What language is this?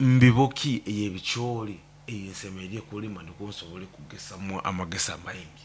Nyoro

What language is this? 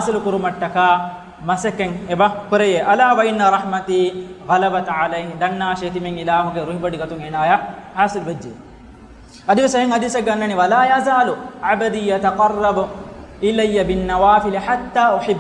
Divehi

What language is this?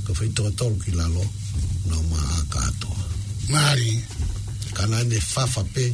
Tongan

